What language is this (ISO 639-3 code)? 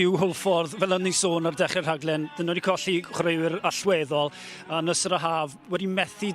cym